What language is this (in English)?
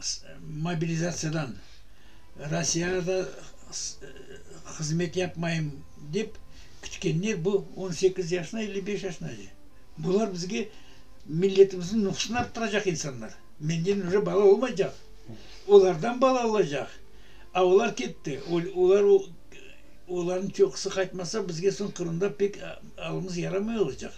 Crimean Tatar